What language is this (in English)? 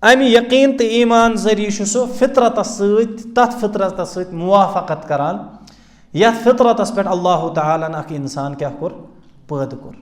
Kashmiri